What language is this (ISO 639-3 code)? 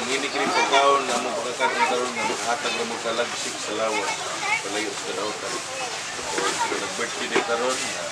ceb